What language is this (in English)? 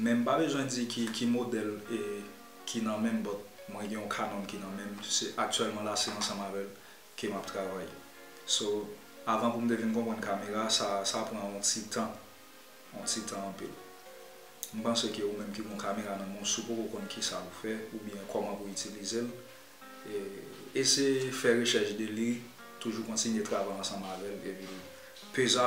Haitian Creole